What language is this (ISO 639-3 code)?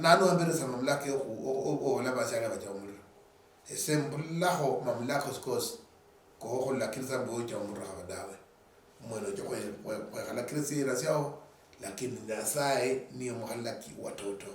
luy